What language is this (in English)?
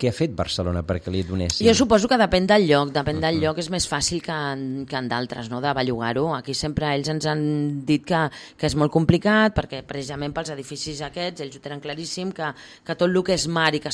Catalan